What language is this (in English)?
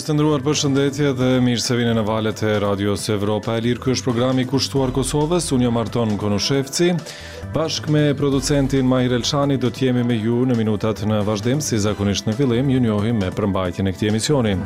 Albanian